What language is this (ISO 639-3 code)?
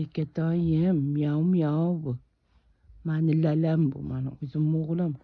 uzb